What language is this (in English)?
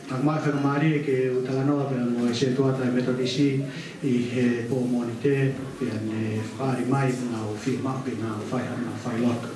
Tongan